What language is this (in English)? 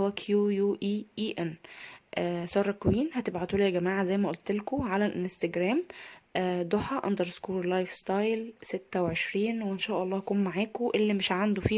Egyptian Arabic